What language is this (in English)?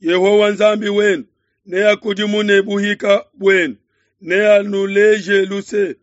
Luba-Lulua